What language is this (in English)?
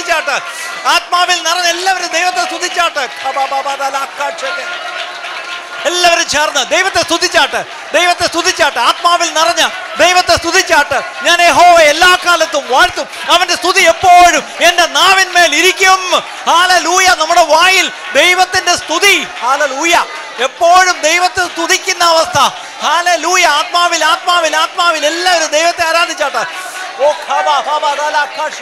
Malayalam